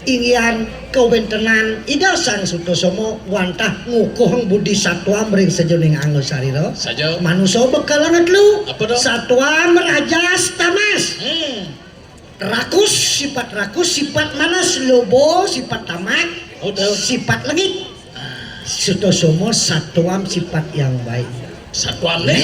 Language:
Balinese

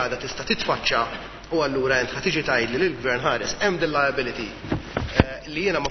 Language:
Maltese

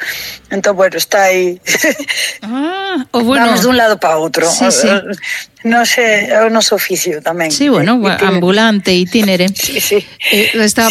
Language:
Galician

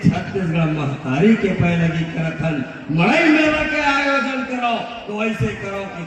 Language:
Chhattisgarhi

